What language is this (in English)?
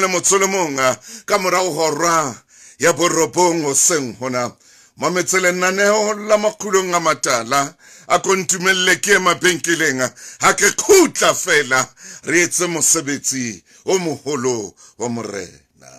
Southern Sotho